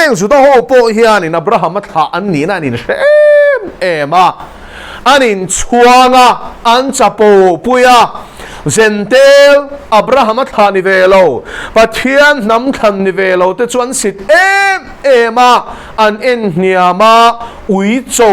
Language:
Mizo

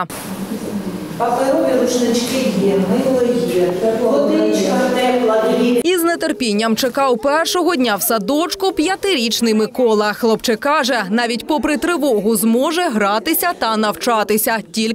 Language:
Ukrainian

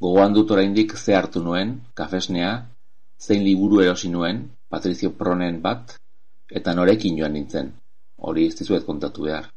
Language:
Basque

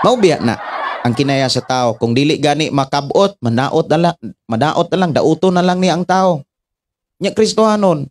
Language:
Cebuano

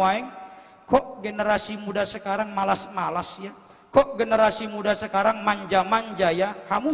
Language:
Batak Toba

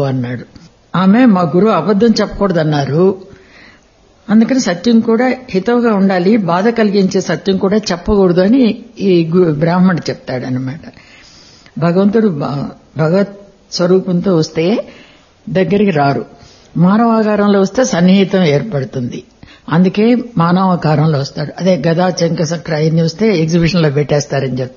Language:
Telugu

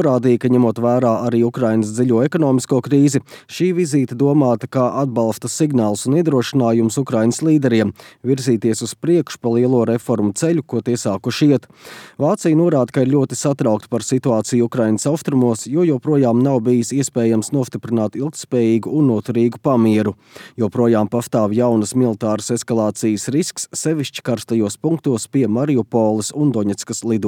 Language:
Latvian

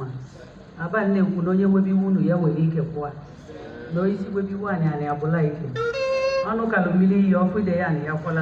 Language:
Igbo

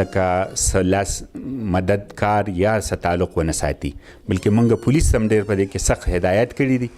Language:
Pashto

